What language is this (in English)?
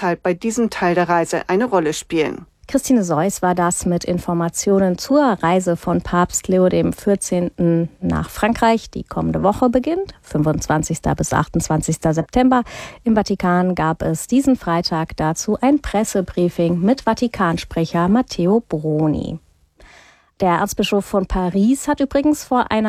German